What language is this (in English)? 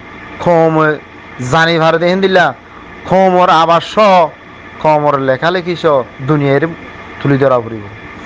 Rohingya